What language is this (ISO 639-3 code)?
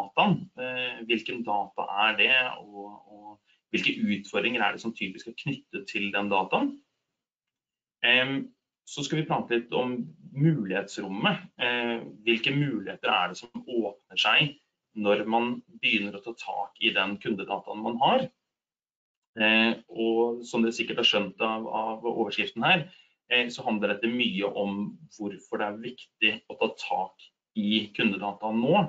nor